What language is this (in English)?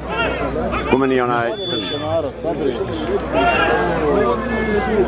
Croatian